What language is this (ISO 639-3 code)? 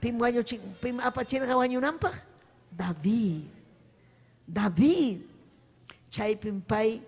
quy